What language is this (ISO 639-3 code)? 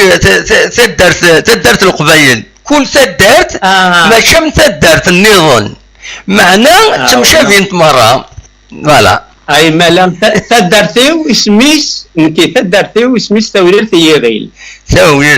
kab